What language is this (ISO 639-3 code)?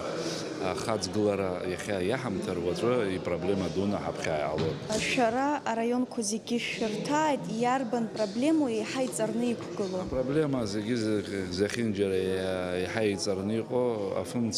abk